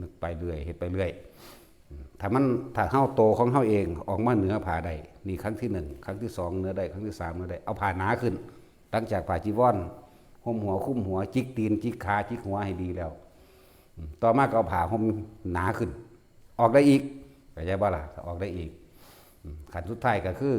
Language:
Northeastern Thai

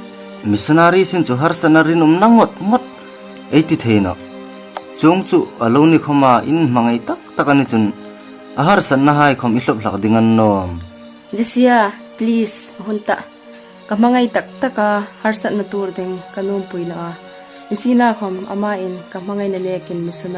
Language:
Hmar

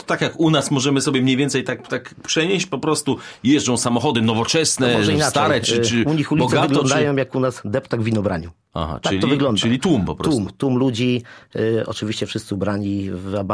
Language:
Polish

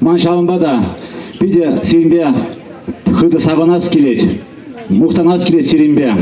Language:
Chuvash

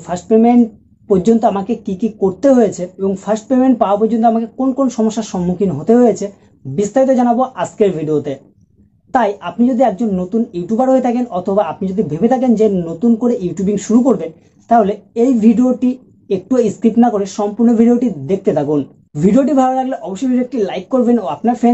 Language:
Bangla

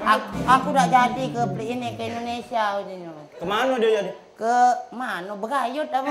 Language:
Musi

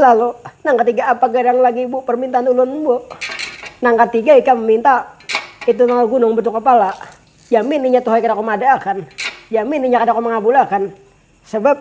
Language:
Banjar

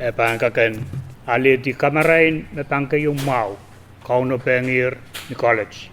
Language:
Pohnpeian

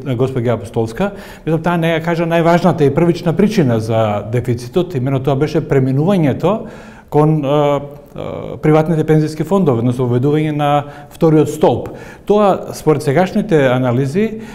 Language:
Macedonian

